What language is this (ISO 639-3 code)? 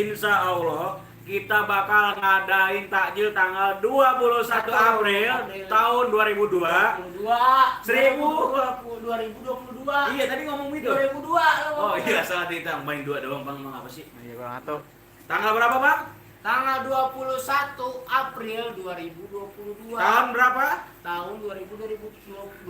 bew